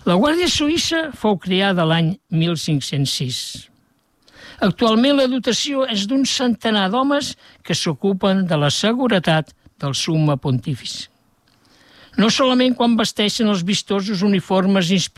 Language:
Catalan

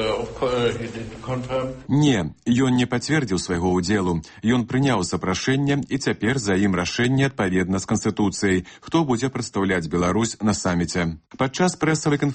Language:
Belarusian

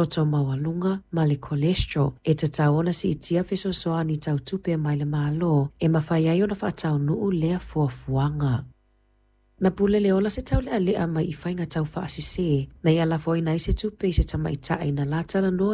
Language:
Samoan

